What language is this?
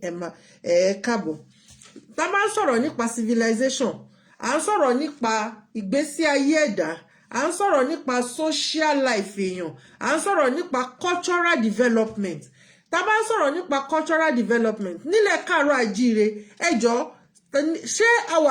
Yoruba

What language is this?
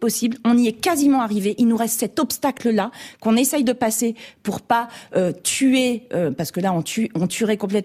French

